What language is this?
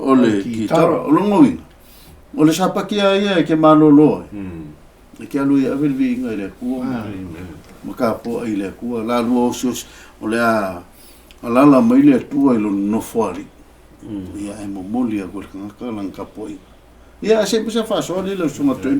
Samoan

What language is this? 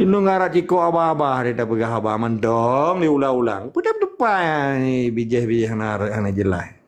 Achinese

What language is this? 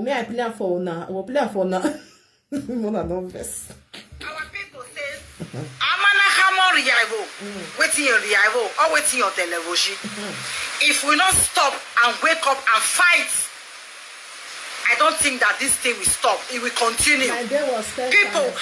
Nigerian Pidgin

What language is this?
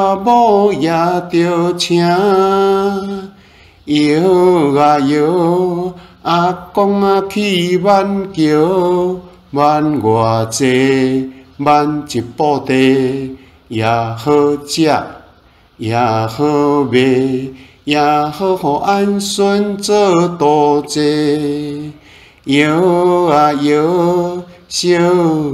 Min Nan Chinese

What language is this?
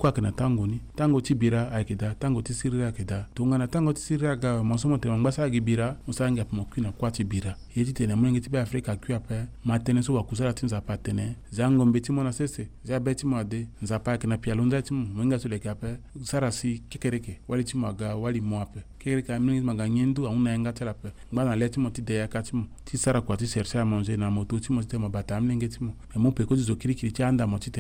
Sango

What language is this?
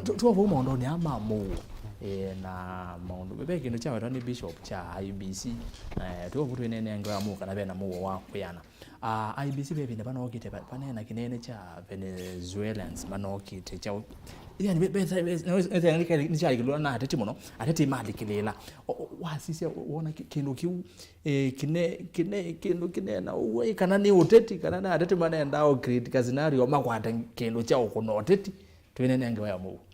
Kamba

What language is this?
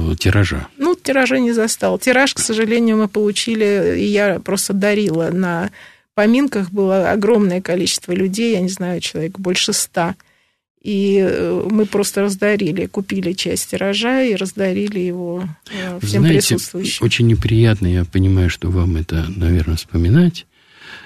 Russian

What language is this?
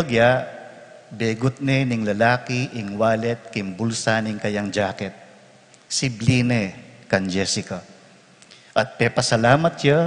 Pampanga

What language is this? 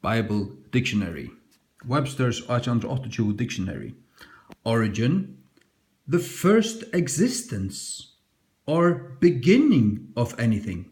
Faroese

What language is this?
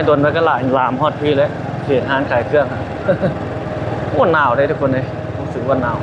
Lao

